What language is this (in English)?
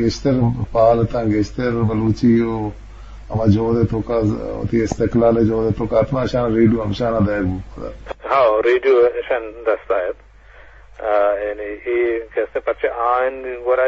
Eastern Balochi